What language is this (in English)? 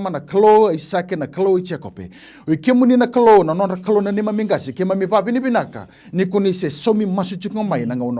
Fijian